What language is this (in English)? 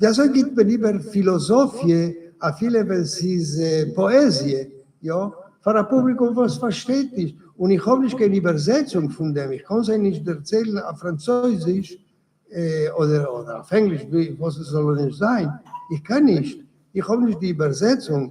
Yiddish